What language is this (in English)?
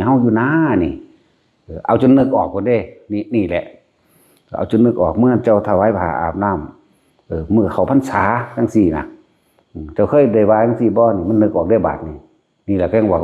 Northeastern Thai